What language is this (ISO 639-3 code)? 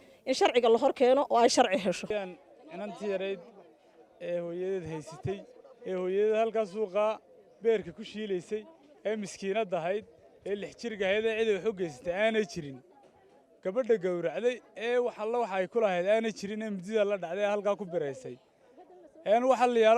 som